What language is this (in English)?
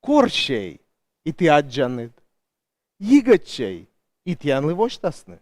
Komi